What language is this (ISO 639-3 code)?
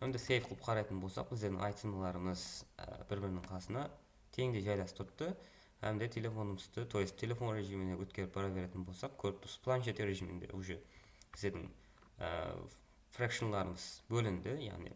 kaa